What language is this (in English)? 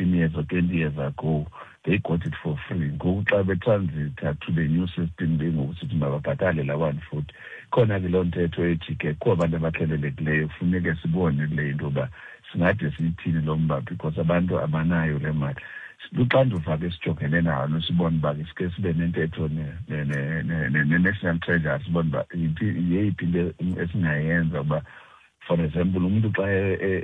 Xhosa